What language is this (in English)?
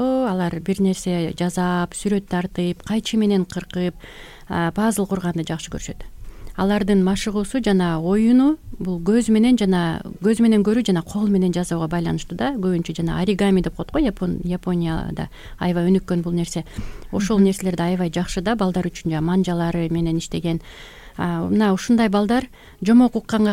Kyrgyz